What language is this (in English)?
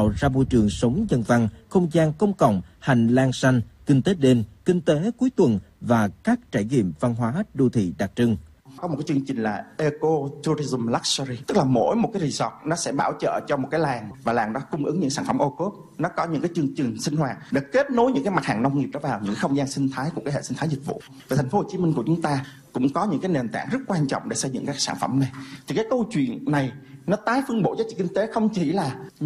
Vietnamese